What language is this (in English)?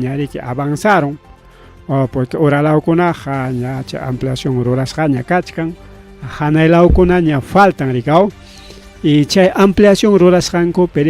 Ayacucho Quechua